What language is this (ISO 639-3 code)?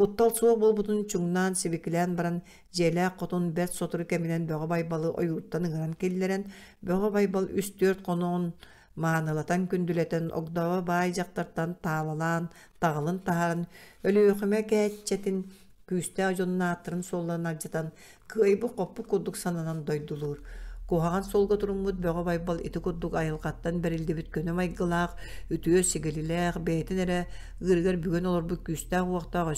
sah